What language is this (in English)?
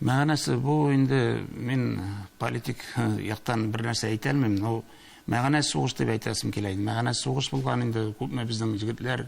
Tatar